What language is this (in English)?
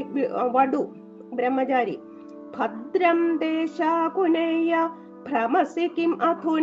Malayalam